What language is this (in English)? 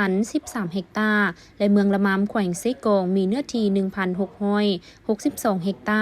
Lao